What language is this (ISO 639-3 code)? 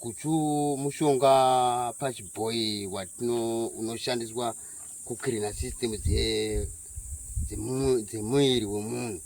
sna